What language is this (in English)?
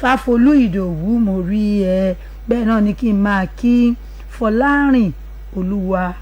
Yoruba